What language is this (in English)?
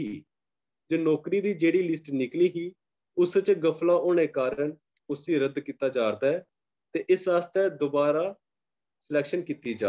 Dogri